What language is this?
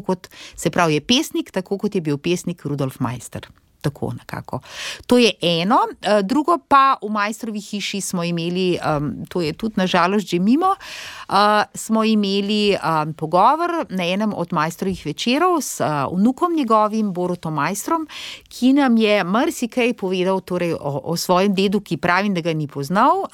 Slovenian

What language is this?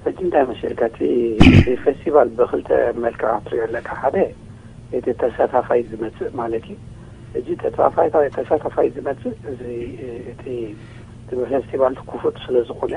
Tigrinya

